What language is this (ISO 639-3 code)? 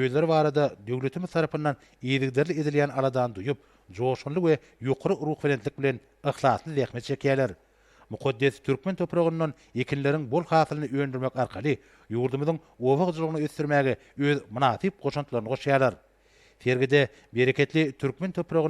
tuk